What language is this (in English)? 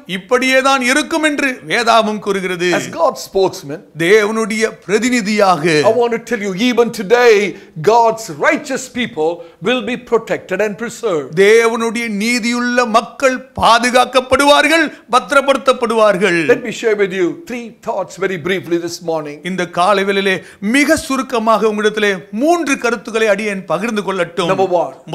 Tamil